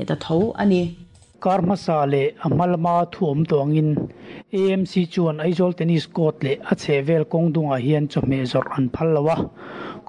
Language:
Mizo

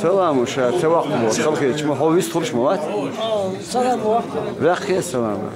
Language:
Chechen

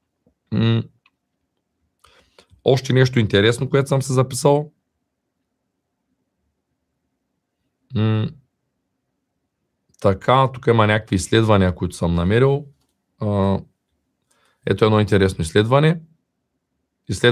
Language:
Bulgarian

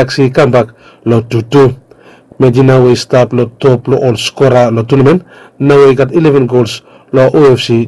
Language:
Bislama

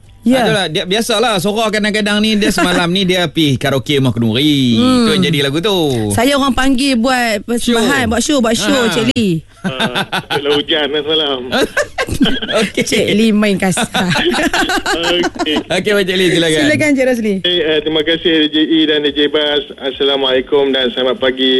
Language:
Malay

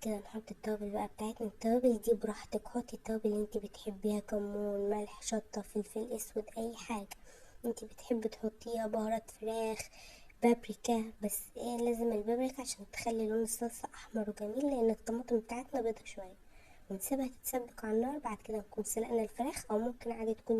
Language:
Egyptian Arabic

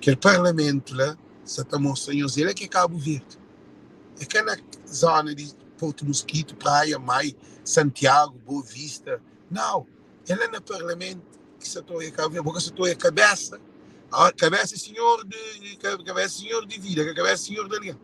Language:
Kabuverdianu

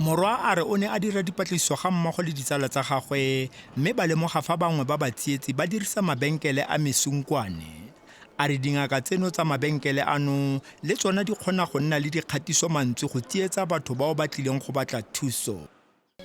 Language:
Tswana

